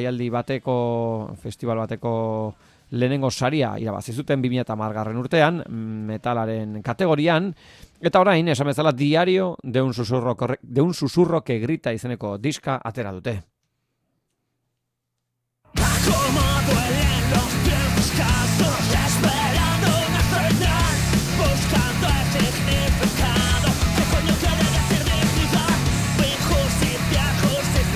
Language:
Basque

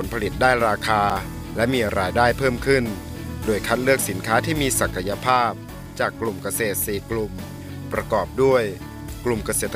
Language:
Thai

